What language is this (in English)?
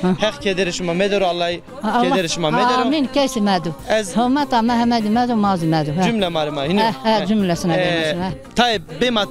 Zaza